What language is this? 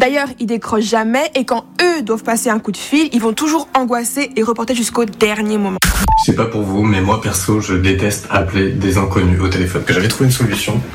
French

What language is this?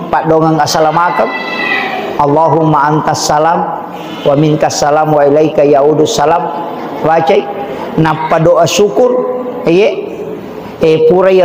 Buginese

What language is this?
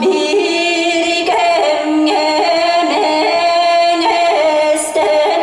Yakut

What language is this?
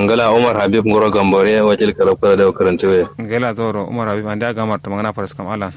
Kanuri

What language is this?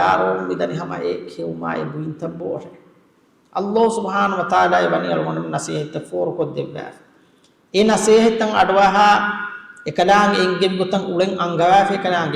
Divehi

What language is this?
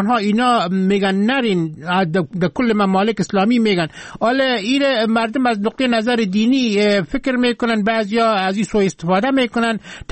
Persian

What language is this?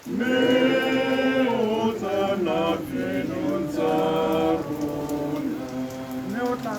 Tswana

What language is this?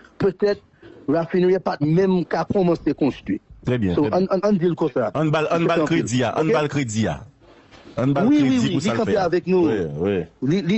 Haitian Creole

